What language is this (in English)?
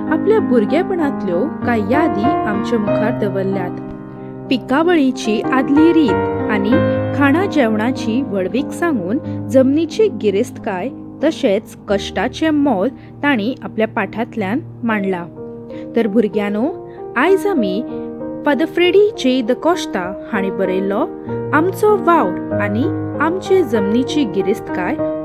Konkani